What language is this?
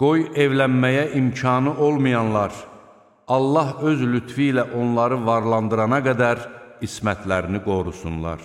Azerbaijani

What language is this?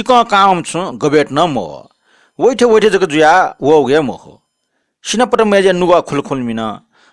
Newari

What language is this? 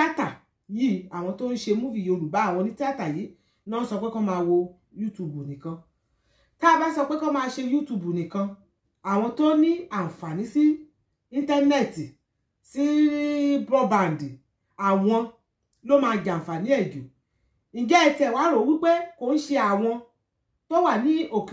Yoruba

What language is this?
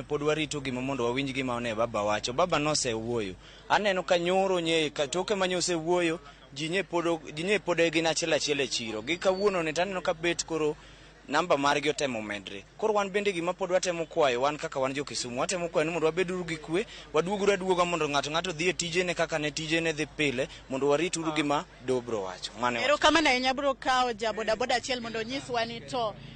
Luo (Kenya and Tanzania)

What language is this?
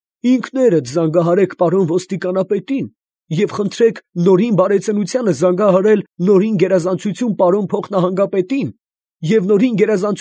Armenian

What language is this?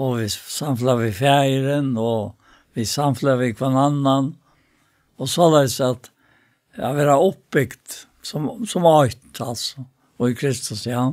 Faroese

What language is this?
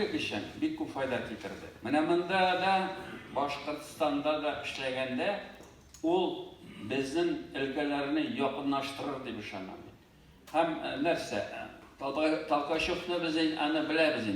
Tatar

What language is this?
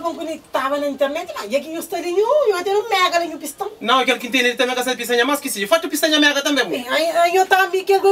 Kabuverdianu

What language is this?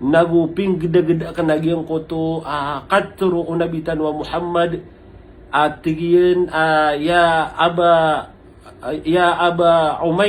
Maranao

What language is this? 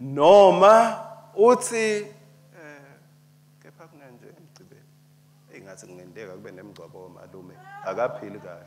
Swati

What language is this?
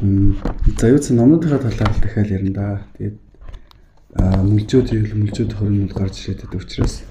Mongolian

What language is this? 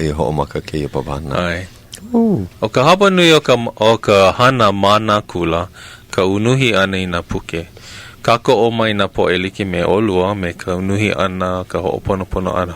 Hawaiian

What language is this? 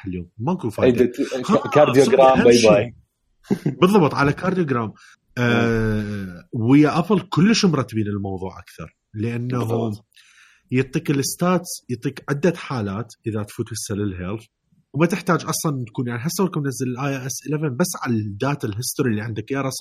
Mesopotamian Arabic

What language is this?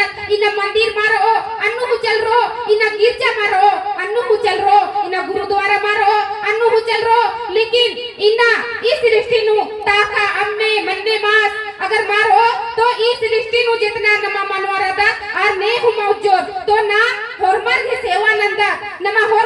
Kurukh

